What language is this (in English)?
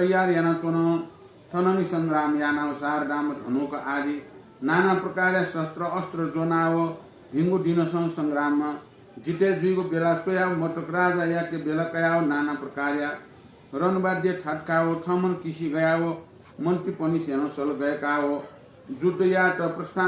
Newari